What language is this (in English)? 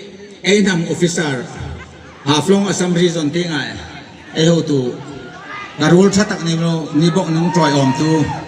Hmar